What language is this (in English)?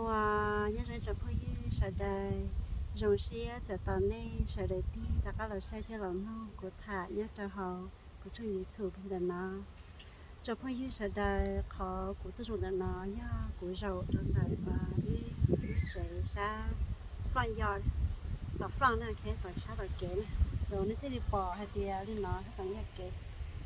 Hmong